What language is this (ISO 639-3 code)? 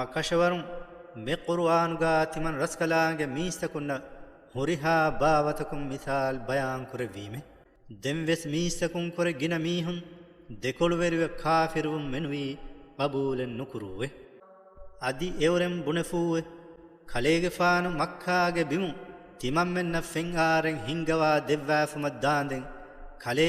div